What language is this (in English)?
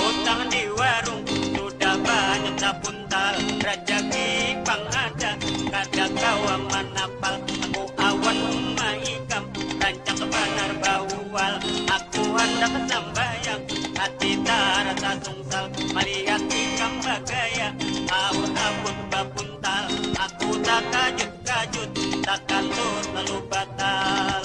Banjar